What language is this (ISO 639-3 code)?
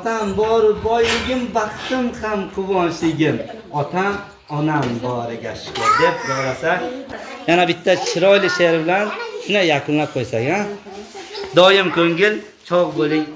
uzb